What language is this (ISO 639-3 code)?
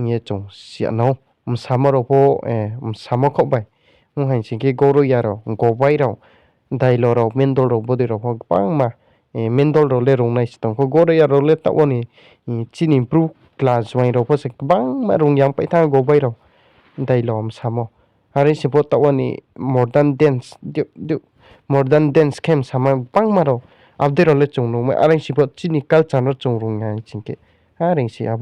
ria